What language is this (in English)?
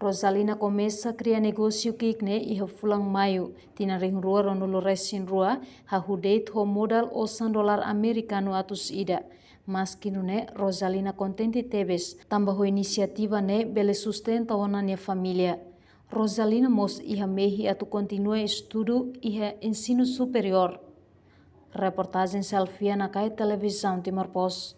Tetum